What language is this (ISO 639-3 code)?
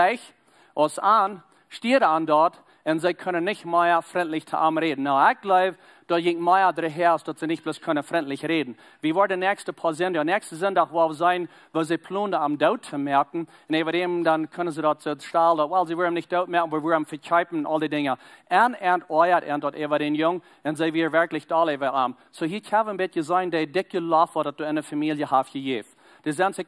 pdt